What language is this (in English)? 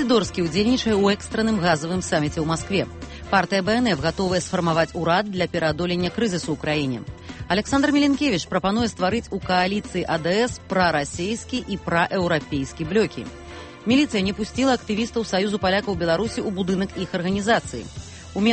Belarusian